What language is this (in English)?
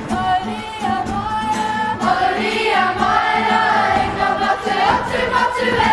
Māori